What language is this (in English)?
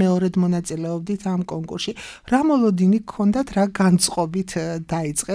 Georgian